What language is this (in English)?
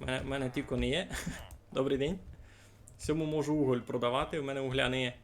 Rusyn